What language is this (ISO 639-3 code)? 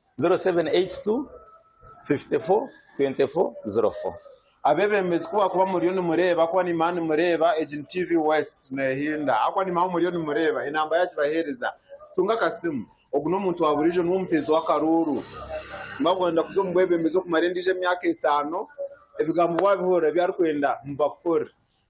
nyn